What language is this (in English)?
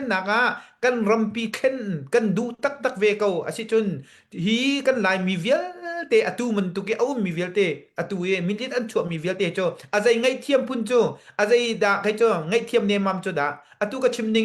Hakha Chin